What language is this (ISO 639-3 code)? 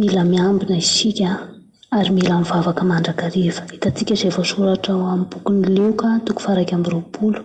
mlg